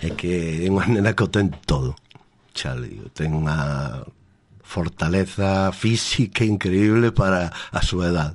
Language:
Galician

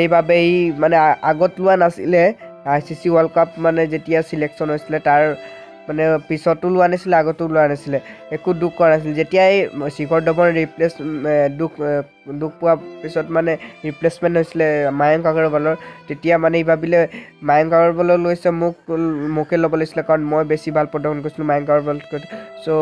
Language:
Assamese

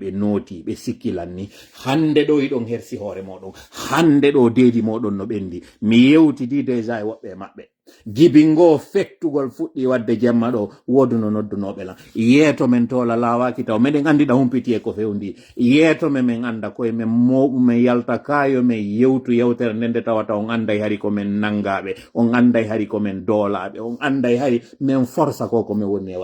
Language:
Pular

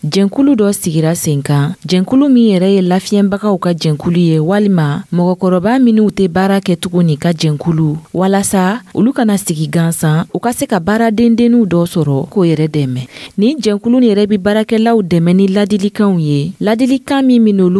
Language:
Dyula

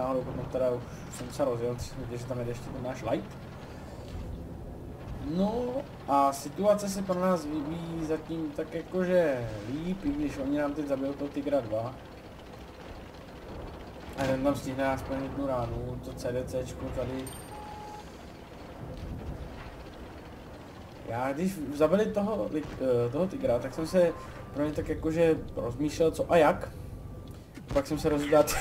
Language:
Czech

